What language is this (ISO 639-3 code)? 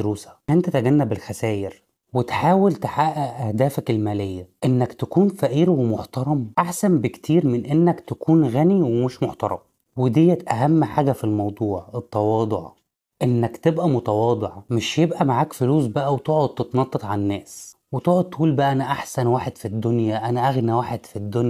arz